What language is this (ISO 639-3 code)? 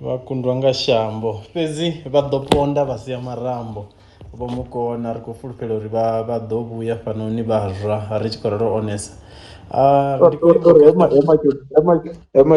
ven